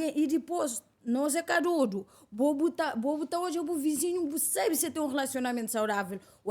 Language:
Kabuverdianu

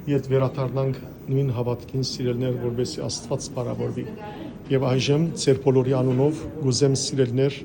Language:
Western Armenian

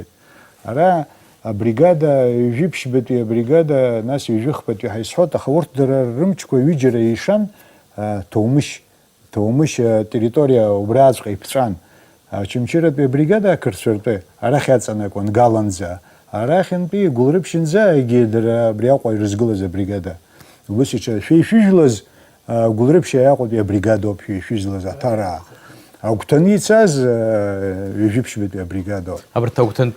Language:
Abkhazian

